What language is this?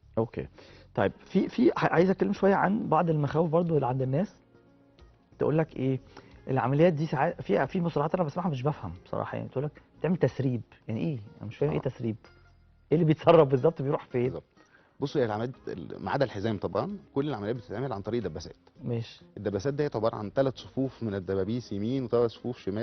Egyptian Arabic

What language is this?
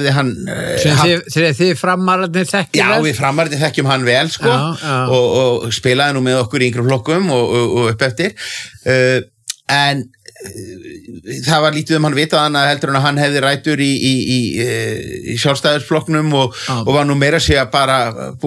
Icelandic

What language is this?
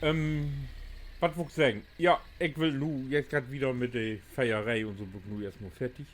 Low German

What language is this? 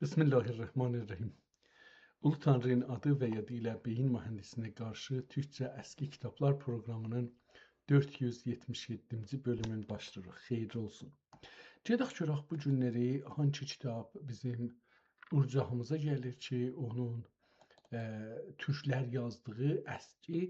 South Azerbaijani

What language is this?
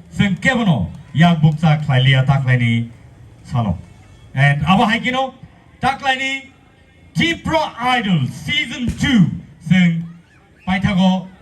Kok Borok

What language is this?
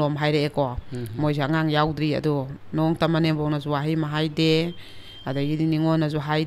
Manipuri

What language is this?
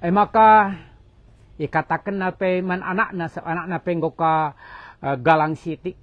Batak Karo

